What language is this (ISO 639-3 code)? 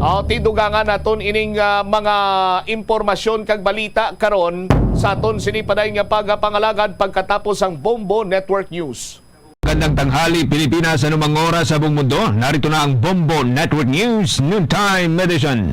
hil